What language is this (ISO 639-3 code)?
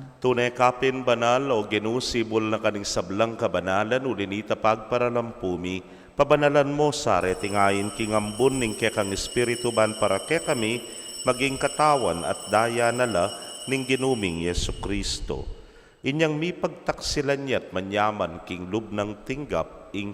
pam